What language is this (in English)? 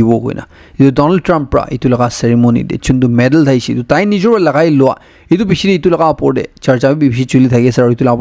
Naga Pidgin